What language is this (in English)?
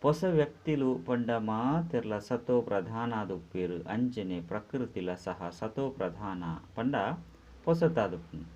Tulu